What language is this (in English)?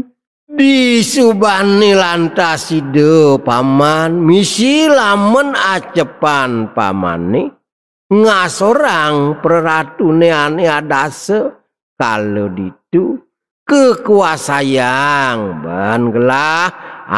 Balinese